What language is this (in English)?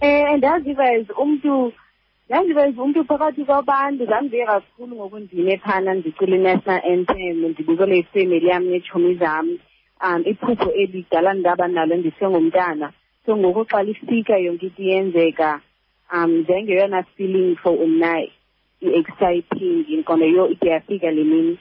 Xhosa